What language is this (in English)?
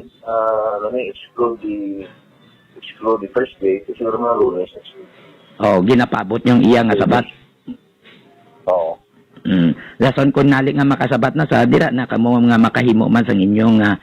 Hiligaynon